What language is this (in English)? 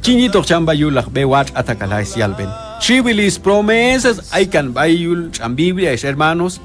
Q'anjob'al